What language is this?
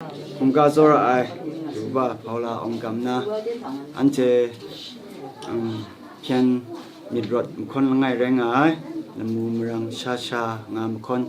Kachin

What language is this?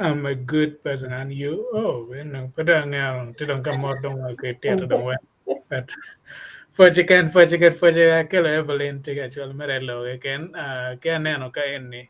Acoli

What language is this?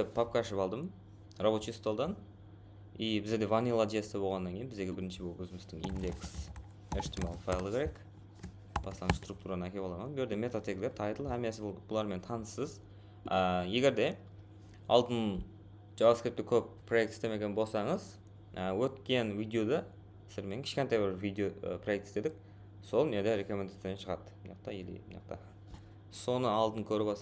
Kara-Kalpak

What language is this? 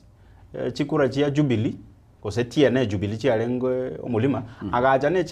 Gusii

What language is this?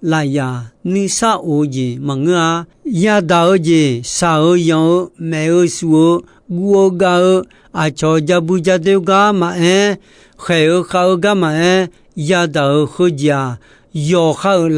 Akha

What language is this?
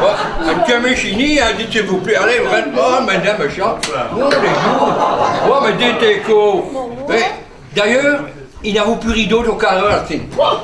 Picard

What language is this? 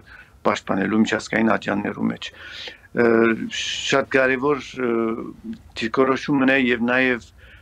Armenian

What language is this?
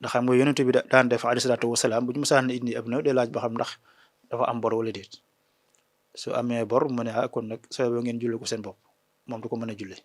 Wolof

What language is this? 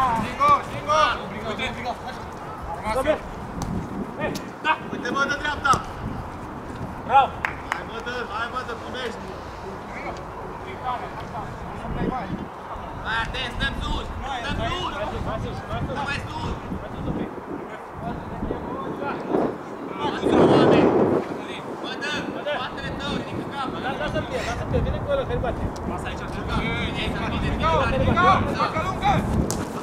Romanian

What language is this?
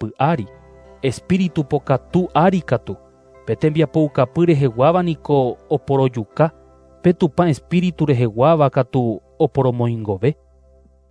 Guarani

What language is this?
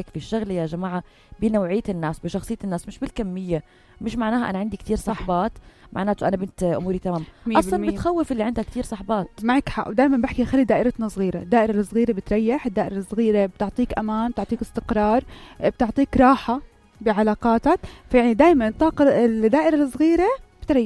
North Levantine Arabic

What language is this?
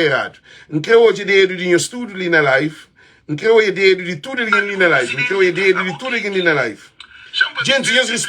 Kabuverdianu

